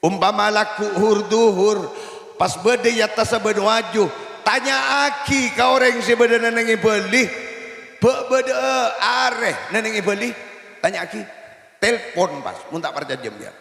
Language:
Madurese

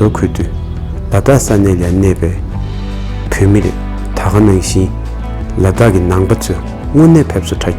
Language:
Tibetan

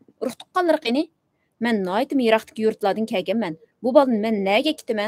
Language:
Uyghur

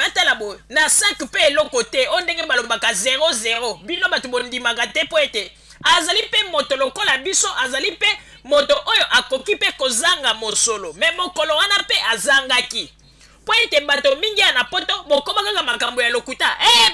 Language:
Lingala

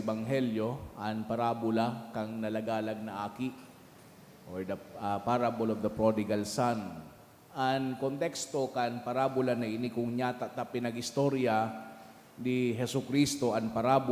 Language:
Bikol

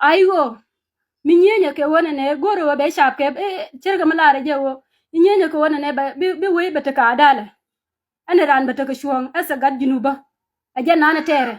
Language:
Nuer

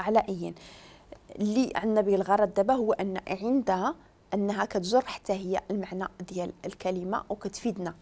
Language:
Moroccan Arabic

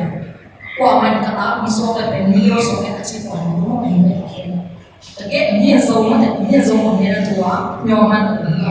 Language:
Tedim Chin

